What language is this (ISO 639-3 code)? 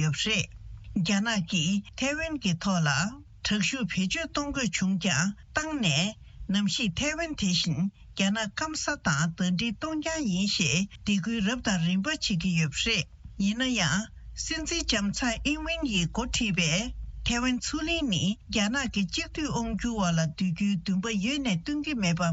bod